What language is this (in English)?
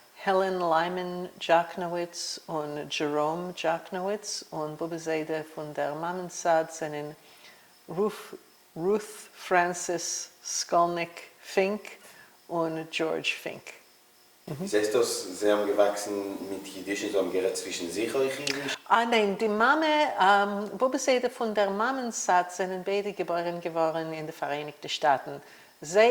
Yiddish